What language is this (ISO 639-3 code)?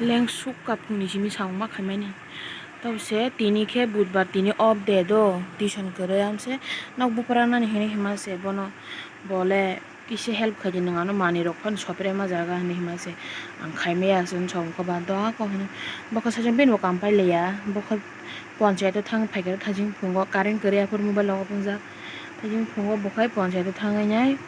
trp